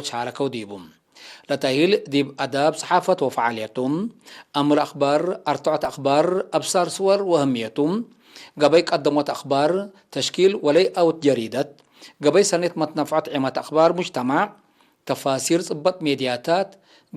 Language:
Tigre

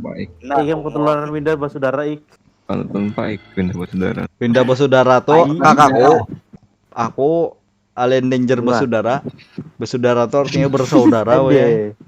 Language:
Banjar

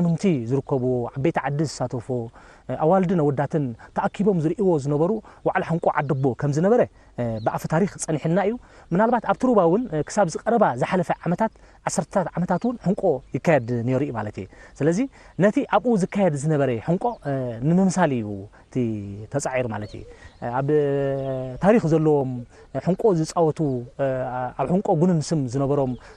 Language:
Tigrinya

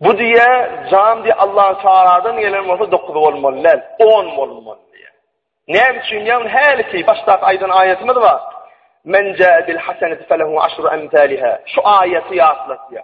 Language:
Turkmen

